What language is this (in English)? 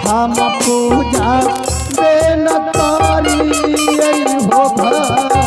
Maithili